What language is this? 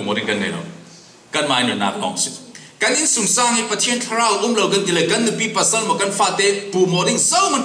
Falam Chin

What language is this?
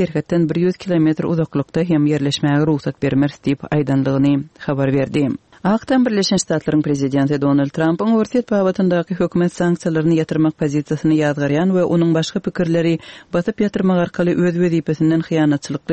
Turkmen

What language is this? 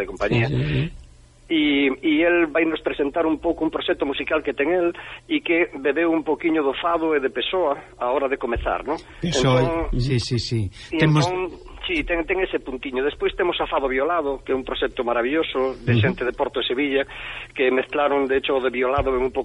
Galician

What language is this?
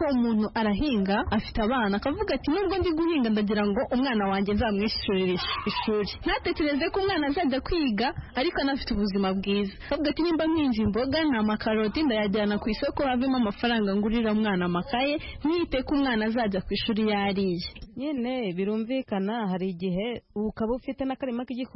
Kinyarwanda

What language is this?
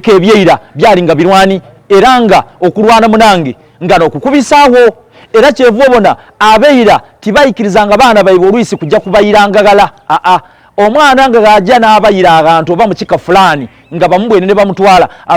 Soga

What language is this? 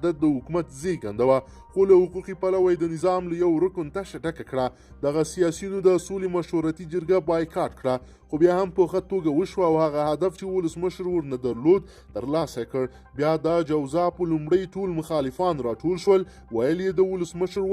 Pashto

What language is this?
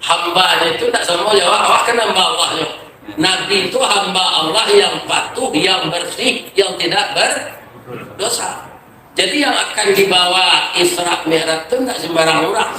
Minangkabau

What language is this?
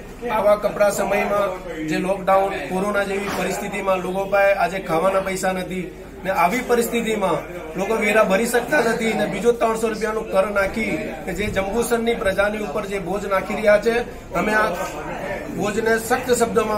Gujarati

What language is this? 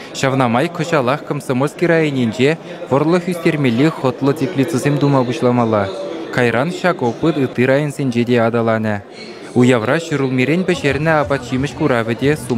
Chuvash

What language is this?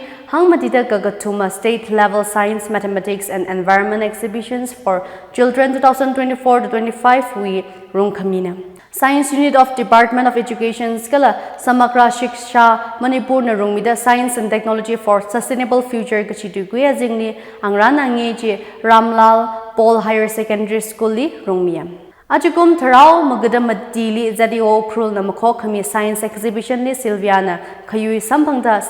Tangkhul Naga (India)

